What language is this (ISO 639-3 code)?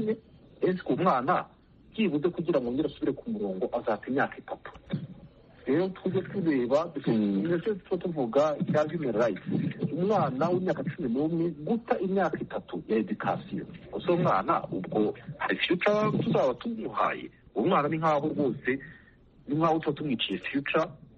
kin